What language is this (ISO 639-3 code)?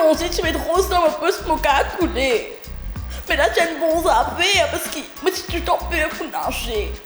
mfe